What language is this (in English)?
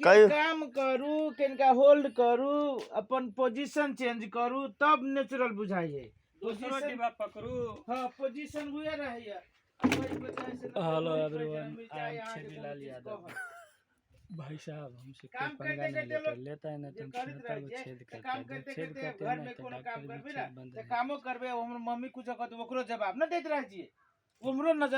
Maithili